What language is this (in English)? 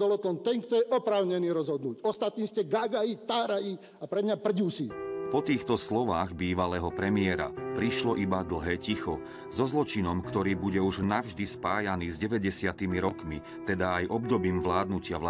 Slovak